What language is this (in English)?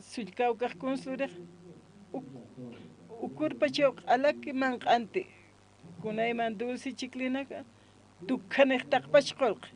Aymara